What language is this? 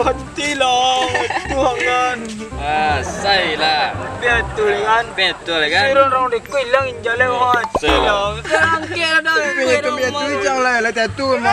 Minangkabau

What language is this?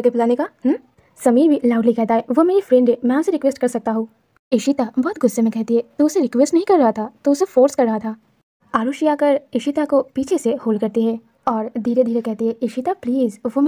Hindi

